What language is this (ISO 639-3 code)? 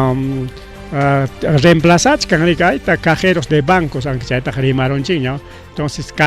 quy